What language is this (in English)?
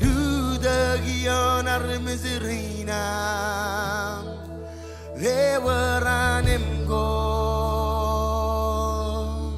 Marshallese